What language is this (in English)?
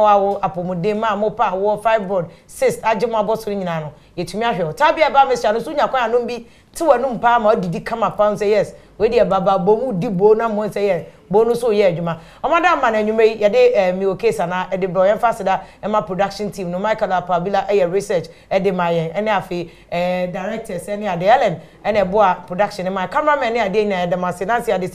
Akan